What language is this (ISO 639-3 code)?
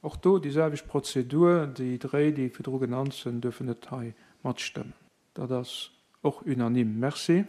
ltz